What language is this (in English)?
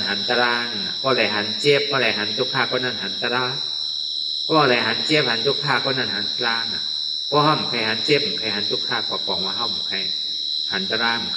Shan